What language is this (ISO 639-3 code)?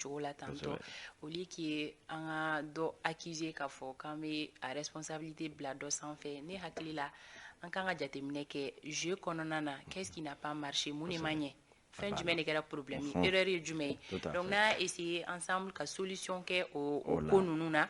bam